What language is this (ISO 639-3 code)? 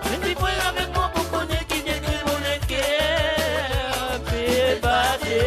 mfe